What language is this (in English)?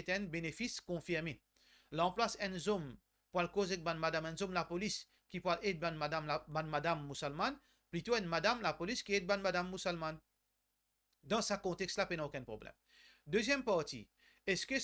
Morisyen